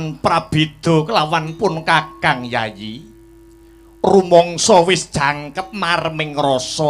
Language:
Javanese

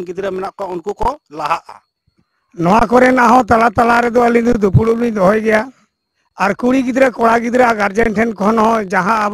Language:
Santali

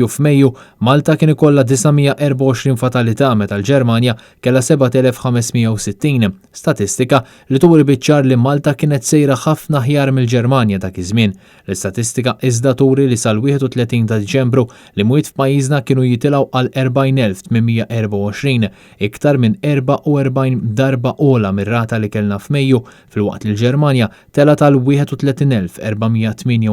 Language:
Maltese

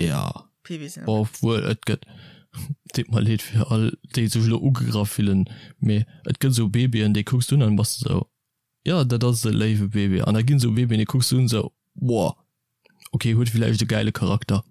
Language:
Luxembourgish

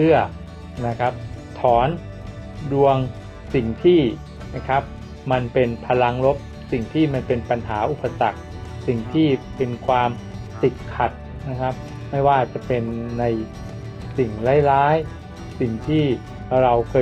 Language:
Thai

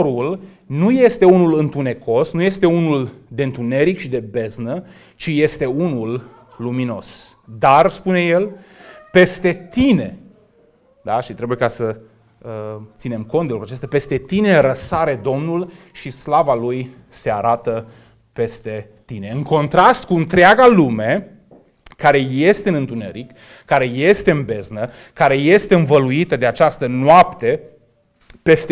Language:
Romanian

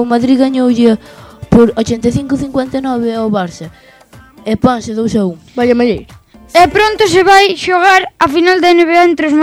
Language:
Galician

